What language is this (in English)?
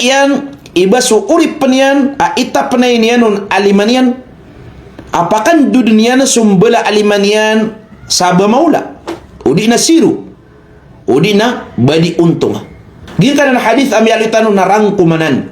Maranao